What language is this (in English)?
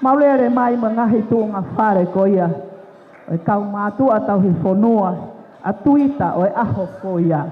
Tongan